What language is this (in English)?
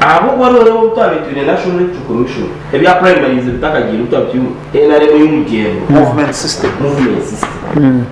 Nyankole